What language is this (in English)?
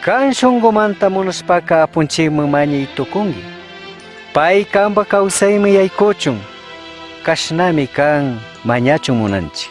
Chimborazo Highland Quichua